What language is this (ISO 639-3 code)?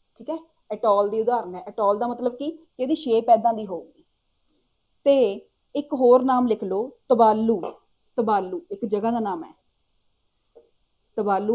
pan